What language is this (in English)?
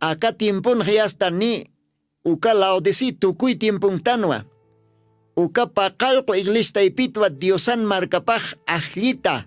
Aymara